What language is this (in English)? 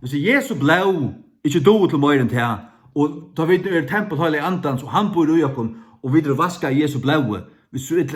Faroese